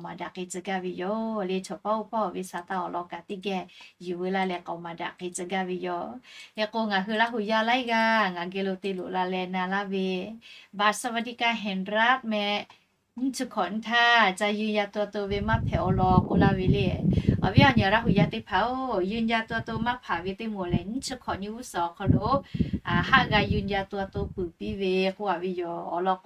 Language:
Lahu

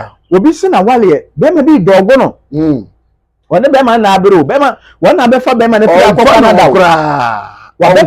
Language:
Akan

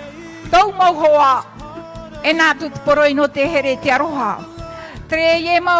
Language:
Tahitian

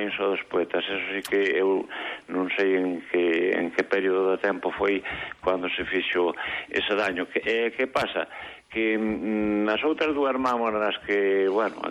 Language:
Galician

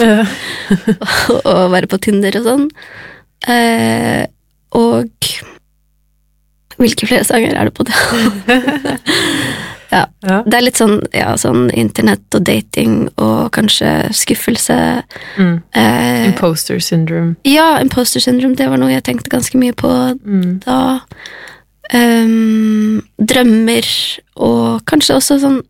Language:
Norwegian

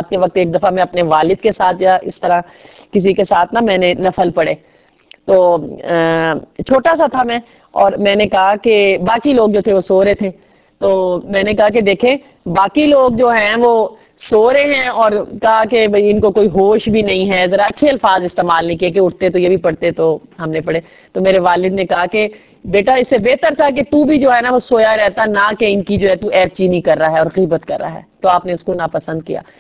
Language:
Urdu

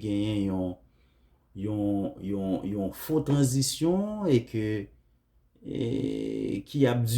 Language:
Haitian Creole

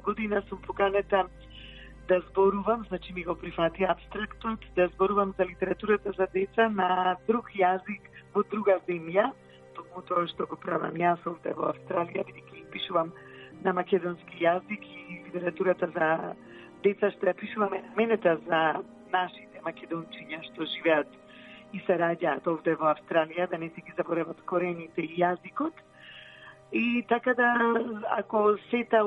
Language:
Macedonian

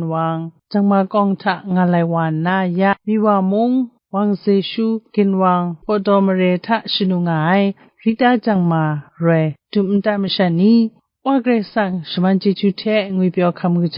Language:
Kachin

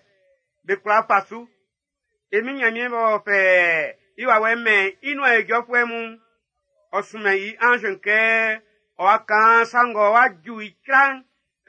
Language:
Baoulé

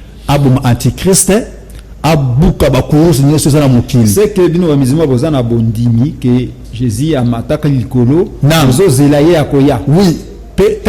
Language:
Lingala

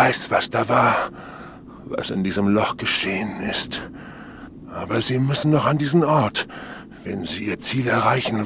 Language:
Bavarian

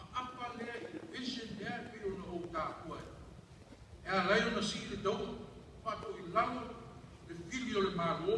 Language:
Samoan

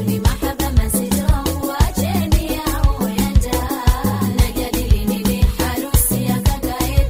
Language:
Swahili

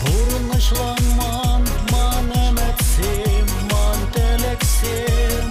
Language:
Chuvash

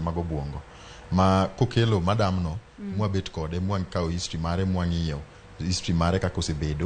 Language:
Luo (Kenya and Tanzania)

